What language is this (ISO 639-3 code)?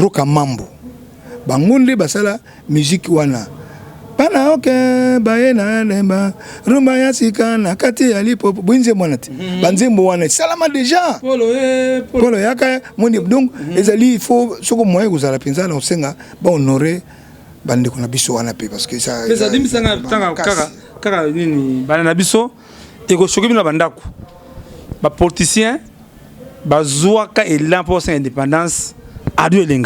lin